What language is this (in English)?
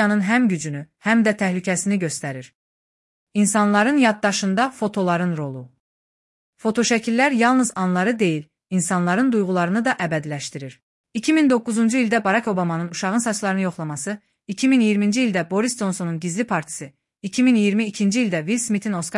Azerbaijani